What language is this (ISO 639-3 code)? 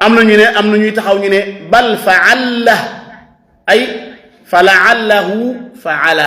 wol